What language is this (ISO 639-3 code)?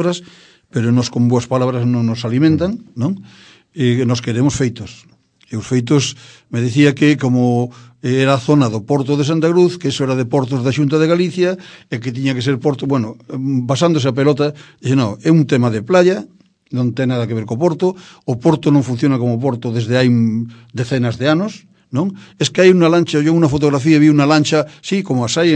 glg